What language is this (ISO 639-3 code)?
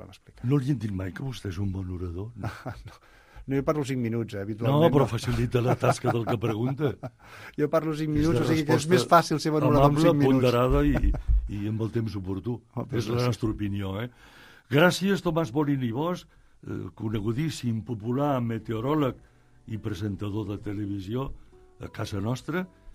cat